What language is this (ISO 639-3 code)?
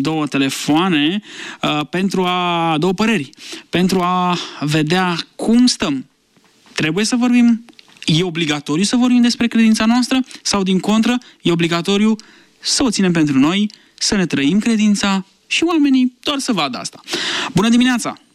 ron